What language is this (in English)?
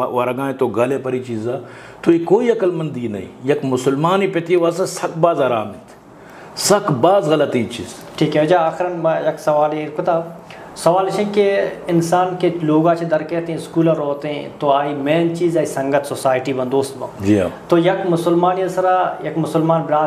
Eastern Balochi